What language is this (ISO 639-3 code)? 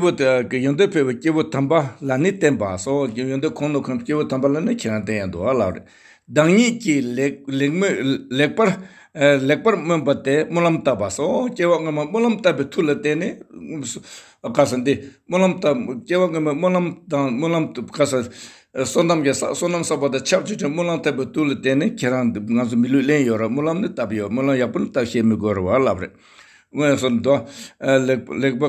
bod